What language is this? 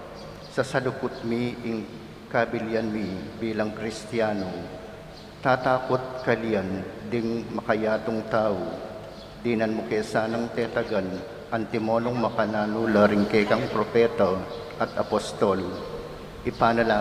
Pampanga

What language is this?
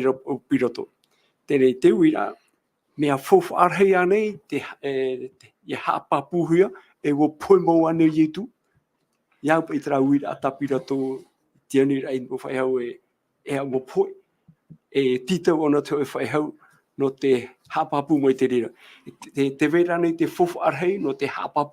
Tahitian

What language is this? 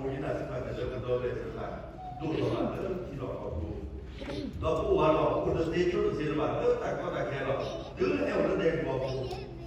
S'gaw Karen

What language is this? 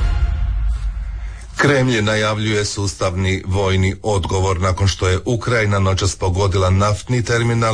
Croatian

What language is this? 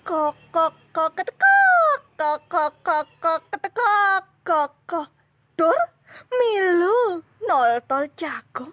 Balinese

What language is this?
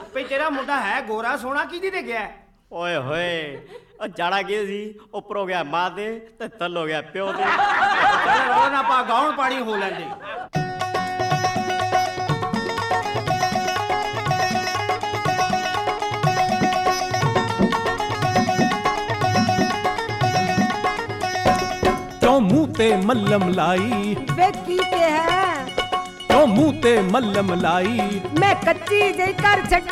Punjabi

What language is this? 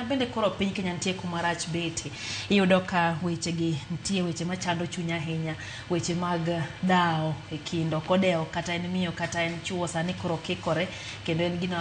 Luo (Kenya and Tanzania)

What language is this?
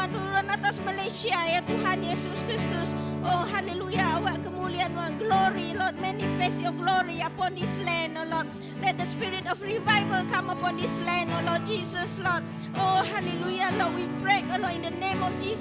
Iban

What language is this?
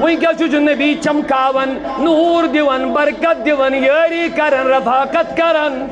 Kashmiri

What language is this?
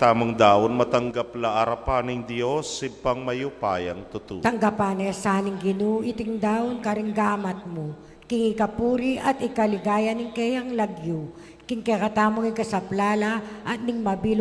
Pampanga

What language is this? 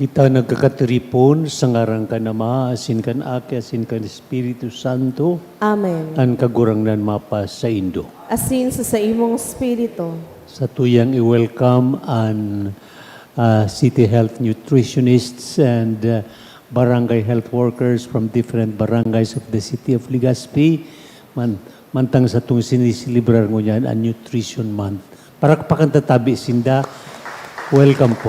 Bikol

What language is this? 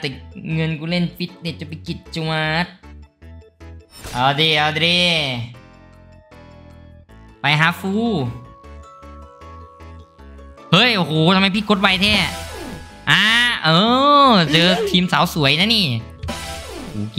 Thai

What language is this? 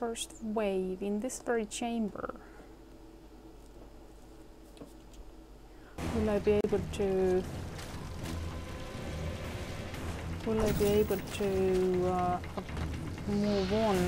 English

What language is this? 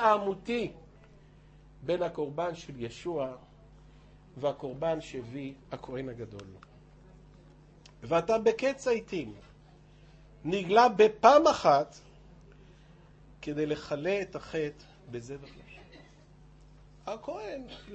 Hebrew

